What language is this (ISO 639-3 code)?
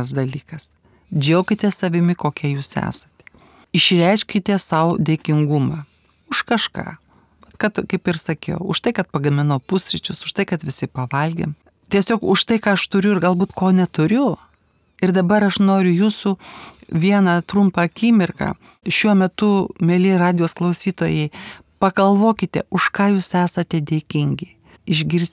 lit